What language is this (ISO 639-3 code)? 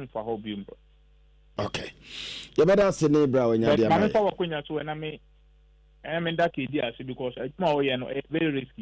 aka